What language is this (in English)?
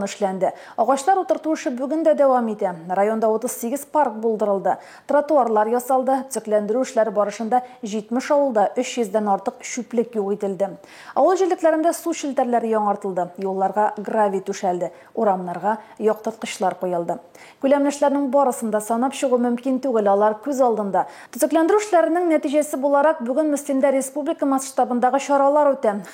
Tatar